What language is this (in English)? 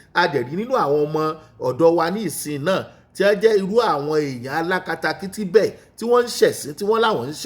Yoruba